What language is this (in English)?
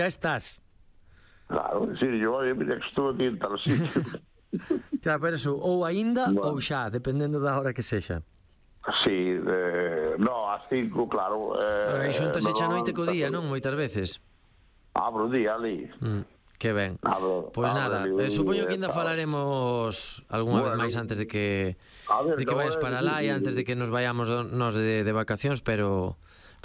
Galician